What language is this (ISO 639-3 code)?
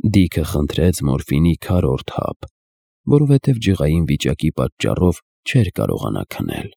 hye